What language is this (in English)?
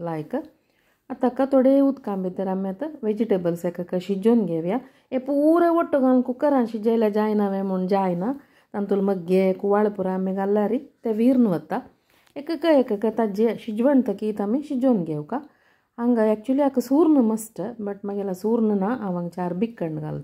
Konkani